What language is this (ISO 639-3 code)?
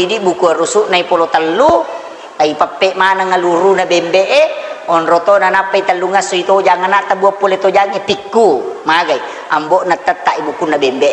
bug